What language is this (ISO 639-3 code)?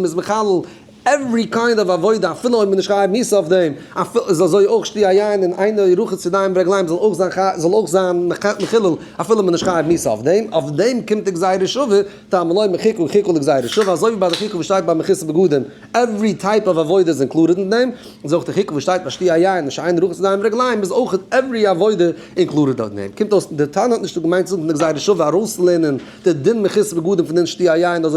yid